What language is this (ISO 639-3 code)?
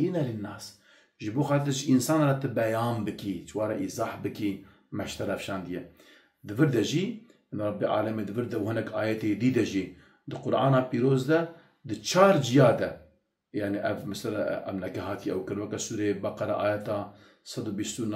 kur